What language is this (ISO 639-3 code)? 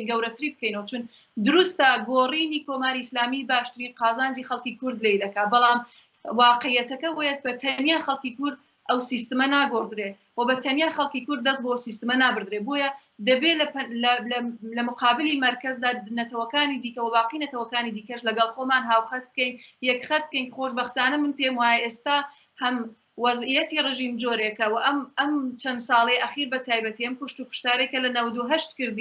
ckb